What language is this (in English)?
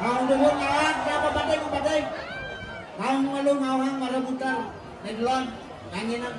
Balinese